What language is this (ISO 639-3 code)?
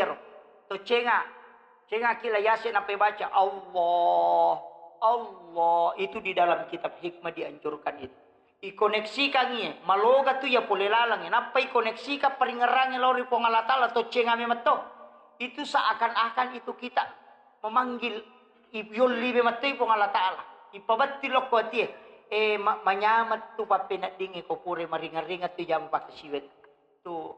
bug